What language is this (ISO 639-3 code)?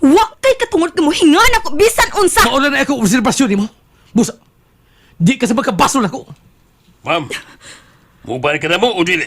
ceb